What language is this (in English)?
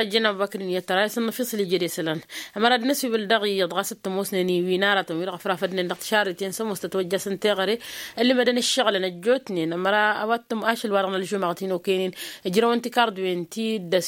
Tamasheq